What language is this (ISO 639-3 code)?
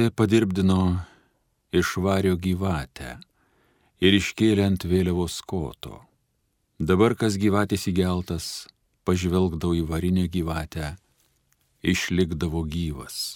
lit